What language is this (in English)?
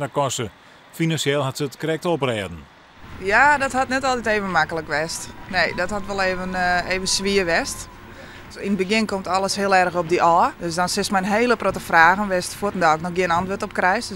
Western Frisian